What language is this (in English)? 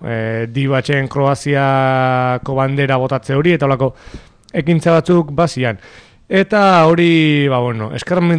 Basque